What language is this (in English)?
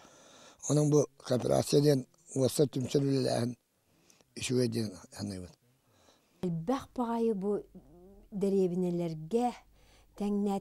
Yakut